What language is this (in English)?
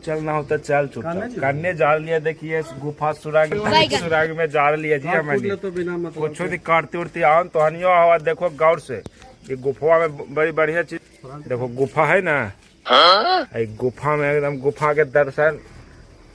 Magahi